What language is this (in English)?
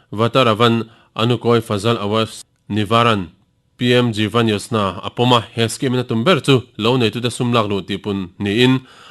Mizo